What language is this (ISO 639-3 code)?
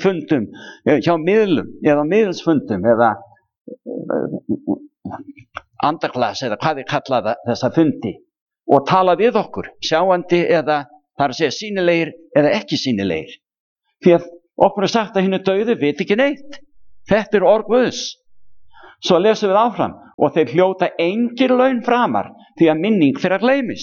isl